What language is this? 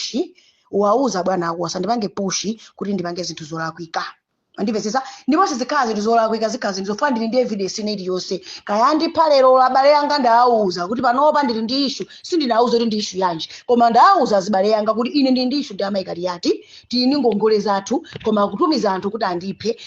Nyanja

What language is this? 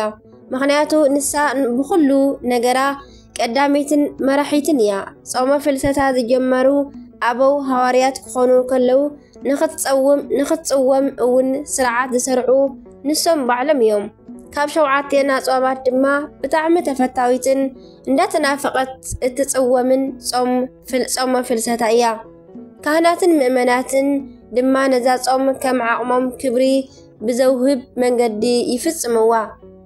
Tigrinya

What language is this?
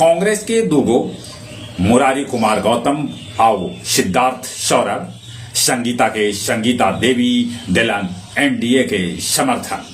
Magahi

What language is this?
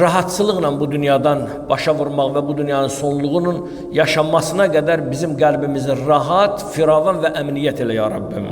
Azerbaijani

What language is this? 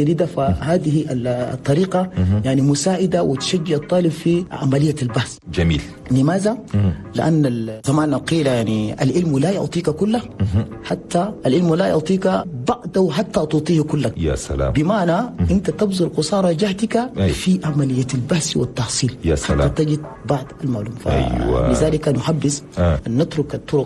Chadian Arabic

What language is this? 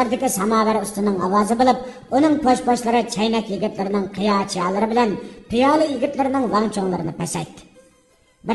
Uyghur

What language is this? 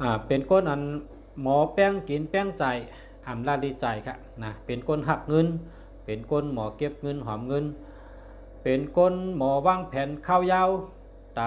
Shan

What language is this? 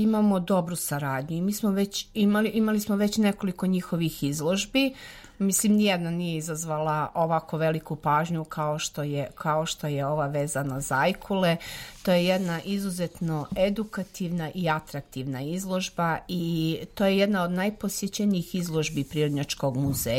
Serbian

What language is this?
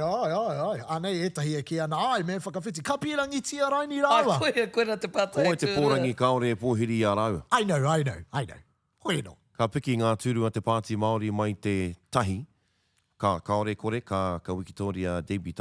Māori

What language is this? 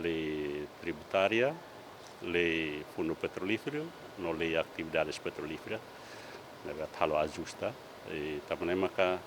Tetum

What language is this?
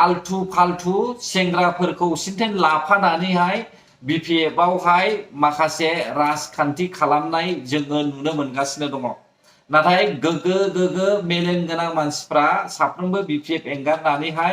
Bodo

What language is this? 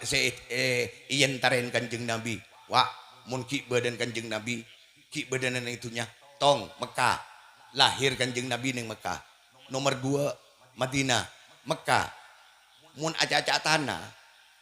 Madurese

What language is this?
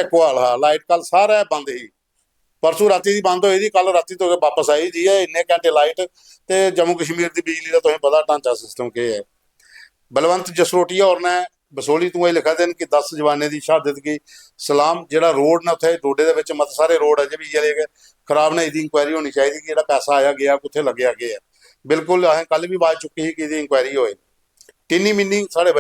Dogri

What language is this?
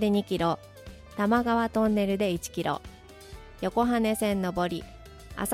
Japanese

